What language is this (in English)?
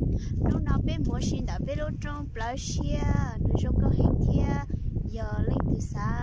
Hmong